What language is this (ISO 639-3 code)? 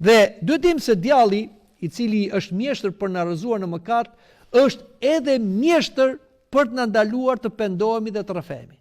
sqi